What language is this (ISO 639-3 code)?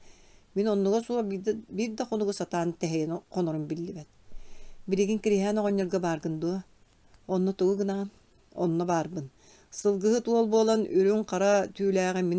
sah